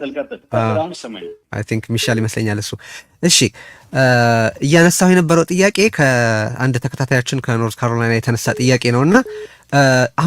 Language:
Amharic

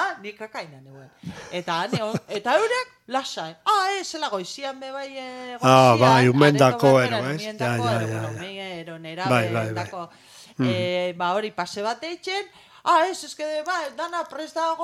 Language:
Basque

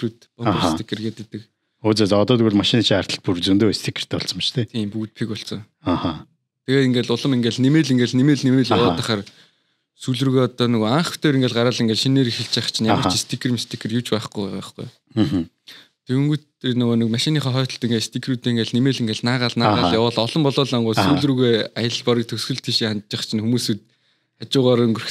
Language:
Mongolian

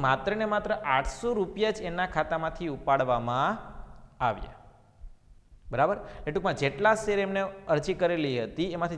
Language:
Gujarati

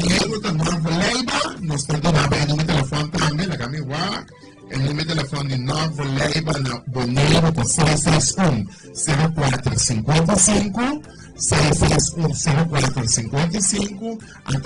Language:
Papiamento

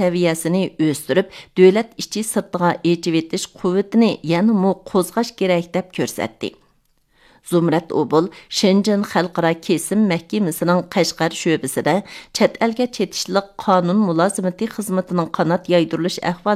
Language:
Uyghur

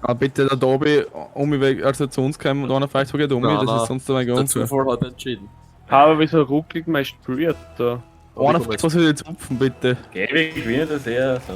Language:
Bavarian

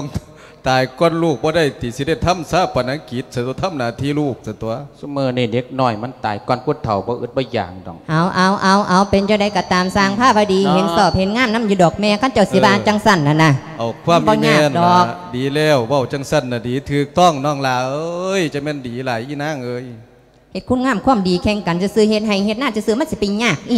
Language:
Lao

